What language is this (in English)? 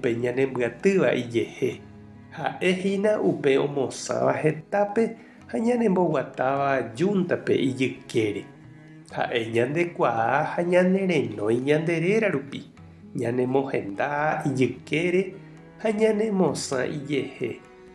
Guarani